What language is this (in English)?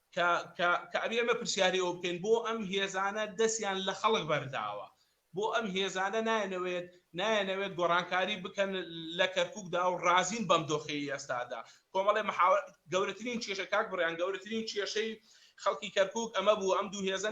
Central Kurdish